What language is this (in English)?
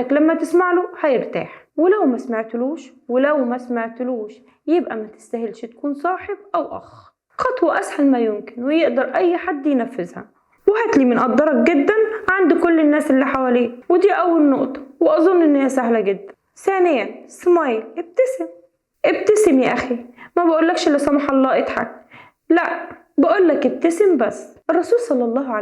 Egyptian Arabic